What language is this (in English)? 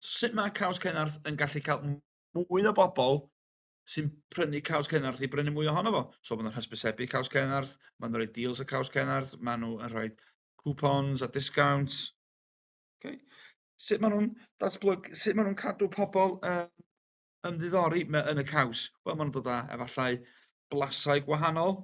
Welsh